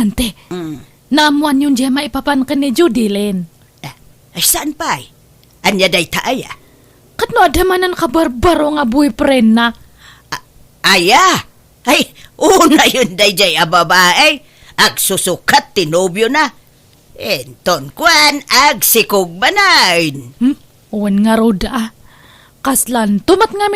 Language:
Iloko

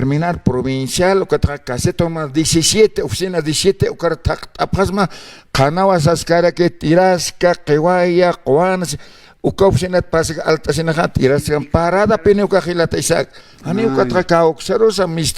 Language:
Aymara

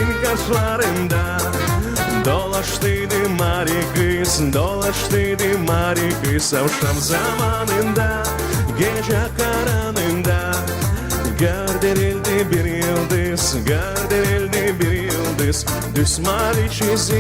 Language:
Gagauz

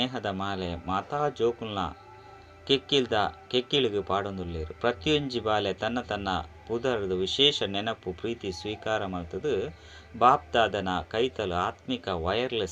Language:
Tulu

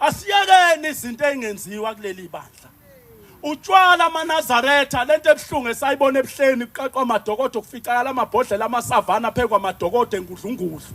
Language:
Zulu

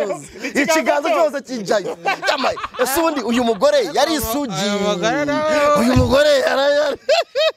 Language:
Kinyarwanda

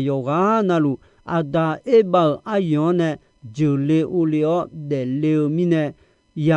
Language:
Akha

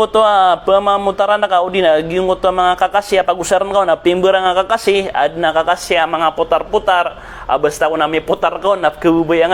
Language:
Maranao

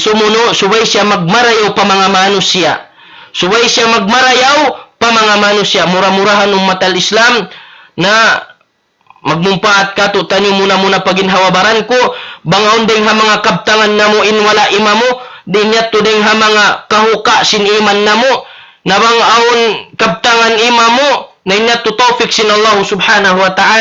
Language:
Tausug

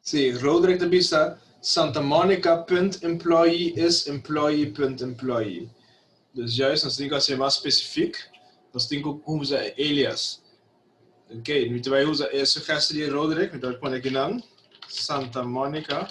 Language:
Papiamento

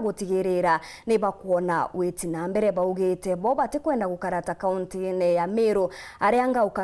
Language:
Meru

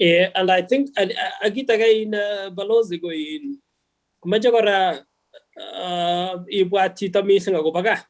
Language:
Kalenjin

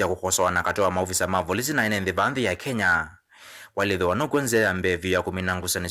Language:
Kamba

